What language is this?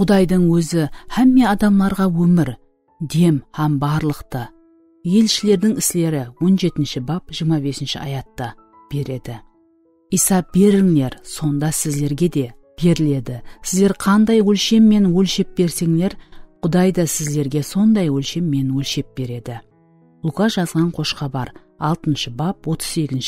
Kara-Kalpak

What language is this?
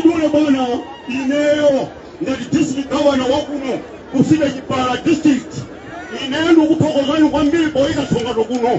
Nyanja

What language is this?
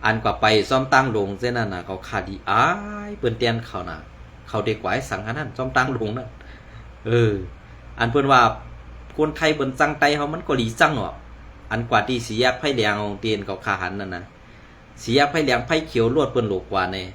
Shan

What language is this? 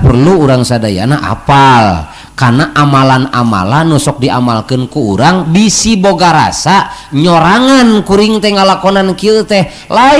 Sundanese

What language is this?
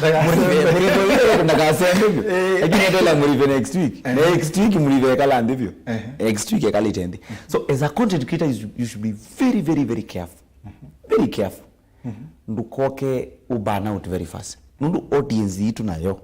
Kamba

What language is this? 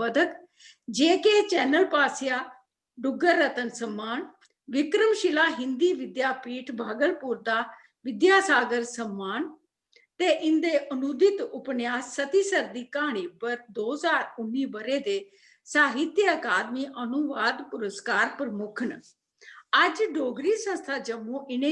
Dogri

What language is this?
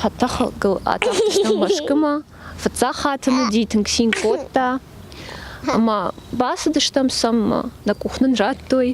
Ossetic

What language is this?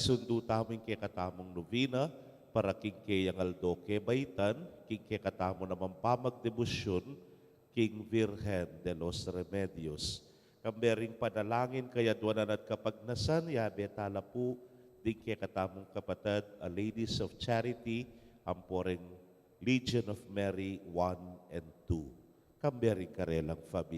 Pampanga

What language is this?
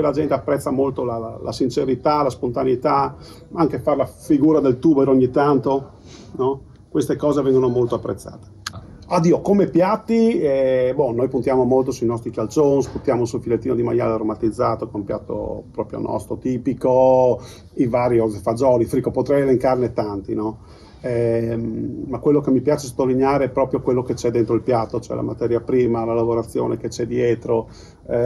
Italian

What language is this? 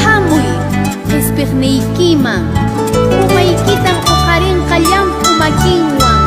South Bolivian Quechua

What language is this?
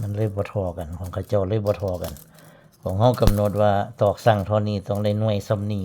Northeastern Thai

